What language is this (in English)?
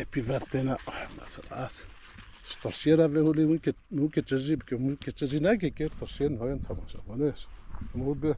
Kurdish